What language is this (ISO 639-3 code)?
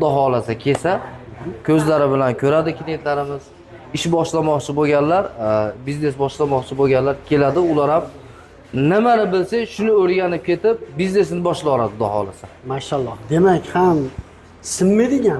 uzb